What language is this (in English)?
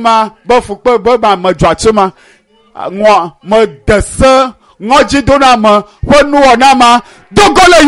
Ewe